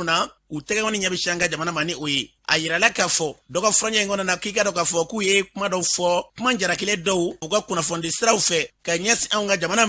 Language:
Bambara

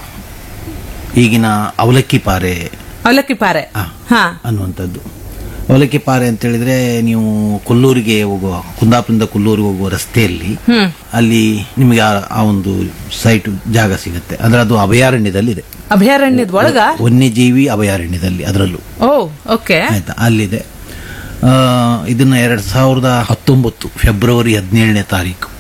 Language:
Kannada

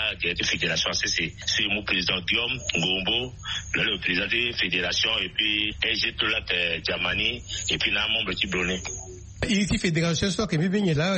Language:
Sango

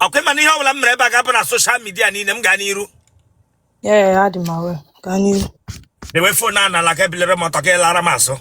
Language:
Igbo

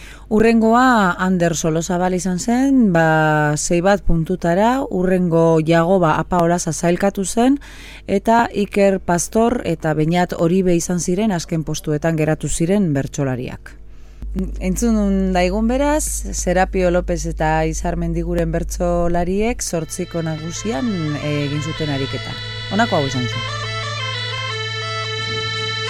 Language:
Basque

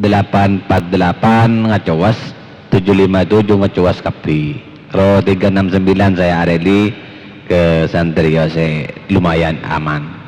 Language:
Madurese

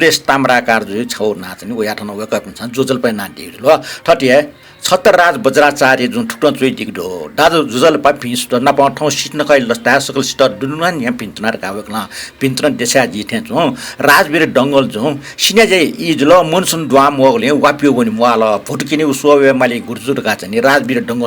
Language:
Newari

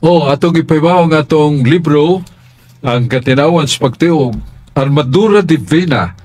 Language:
Cebuano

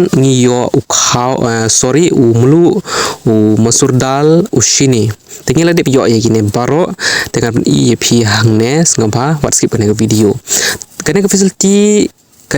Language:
Khasi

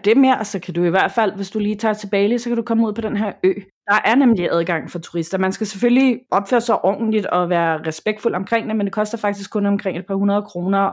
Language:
Danish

